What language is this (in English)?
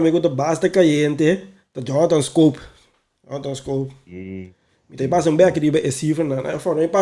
Papiamento